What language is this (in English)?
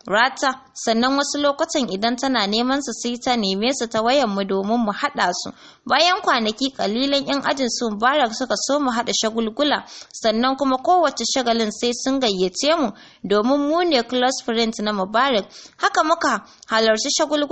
Hausa